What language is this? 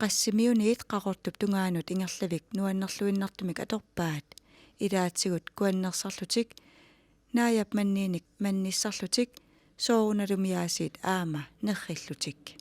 Kalaallisut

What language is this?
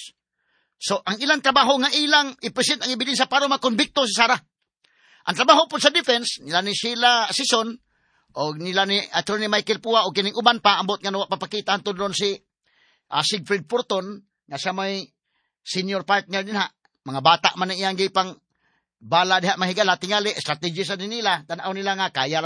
Cebuano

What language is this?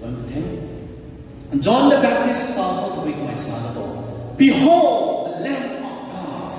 Rongmei Naga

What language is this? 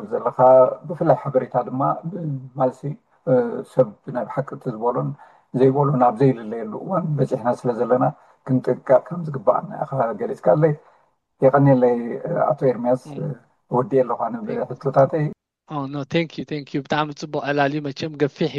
Tigrinya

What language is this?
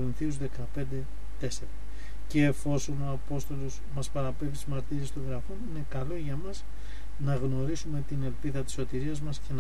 Greek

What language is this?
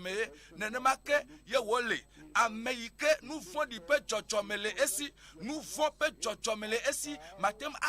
Ewe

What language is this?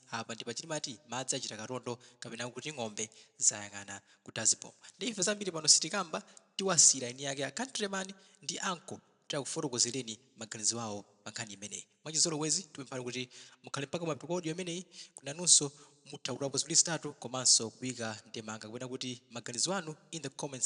Nyanja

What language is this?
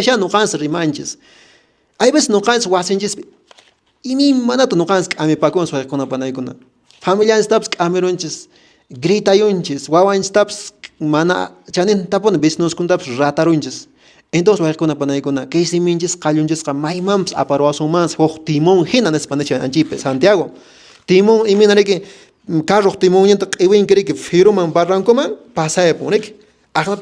Quechua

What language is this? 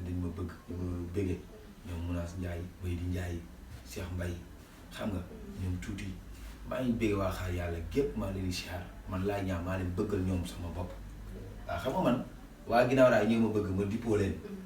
Wolof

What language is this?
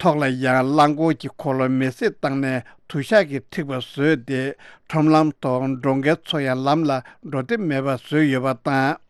Tibetan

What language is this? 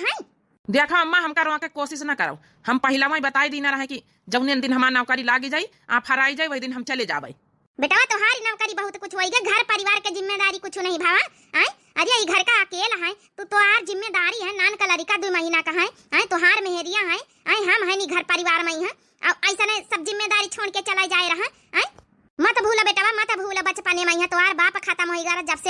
Awadhi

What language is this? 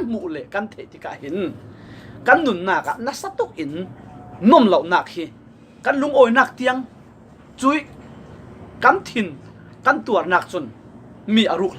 Falam Chin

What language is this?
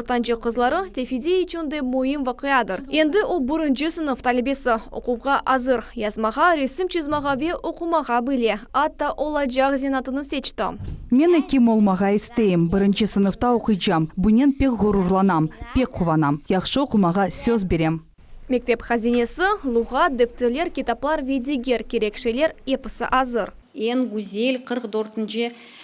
Crimean Tatar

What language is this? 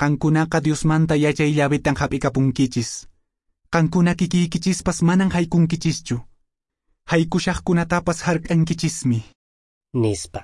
Quechua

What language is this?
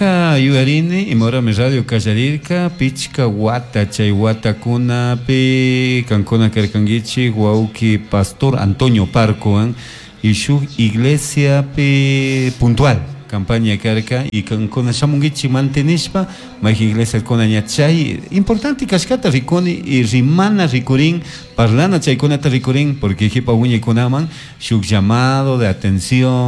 Chimborazo Highland Quichua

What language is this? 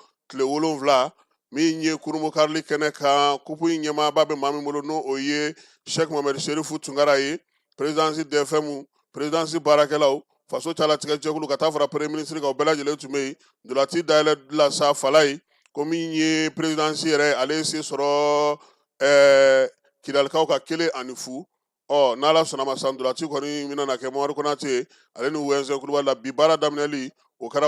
Bambara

